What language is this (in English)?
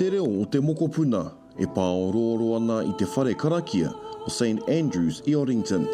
Māori